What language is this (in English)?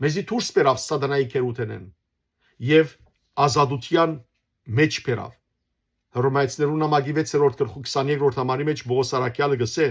Western Armenian